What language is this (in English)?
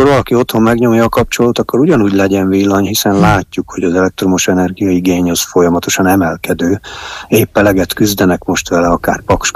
Hungarian